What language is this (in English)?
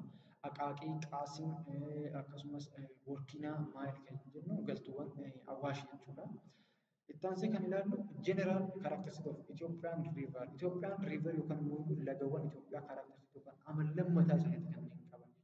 Oromo